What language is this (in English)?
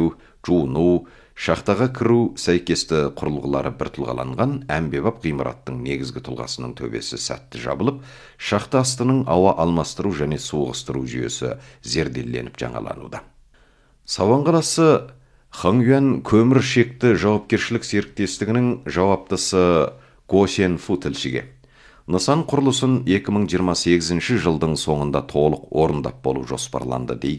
Kazakh